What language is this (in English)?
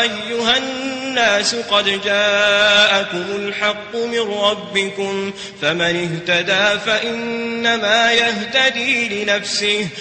Maranao